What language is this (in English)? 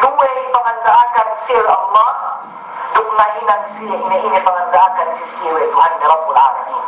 Yakan